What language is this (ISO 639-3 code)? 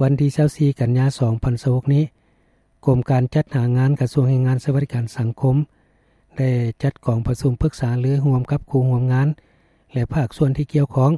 lao